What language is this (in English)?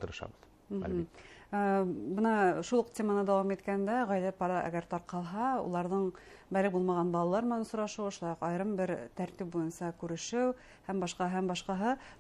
Bashkir